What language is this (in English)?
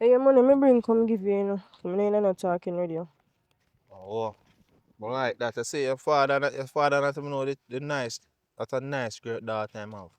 Jamaican Creole English